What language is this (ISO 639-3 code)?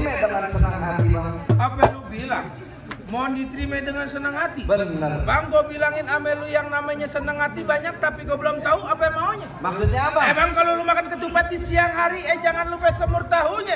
bew